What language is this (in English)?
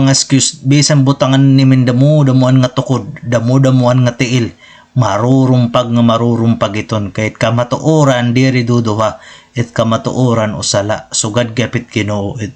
Waray